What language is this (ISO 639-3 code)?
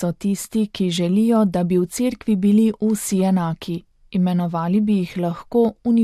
slv